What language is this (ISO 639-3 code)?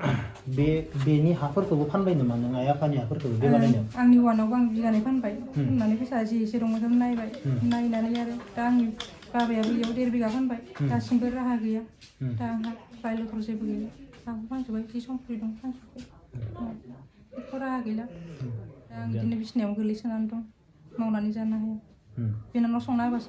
brx